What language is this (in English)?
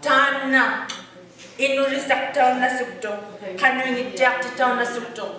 Inuktitut